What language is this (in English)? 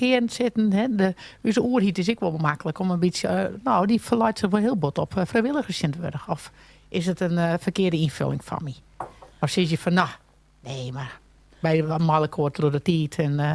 Western Frisian